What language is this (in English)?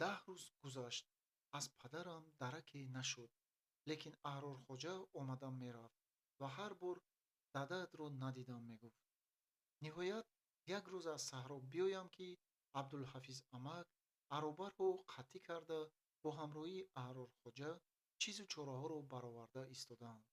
Tajik